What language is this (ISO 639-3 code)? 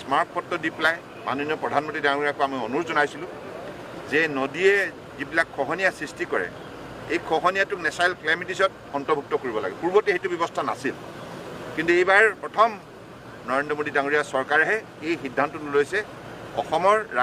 asm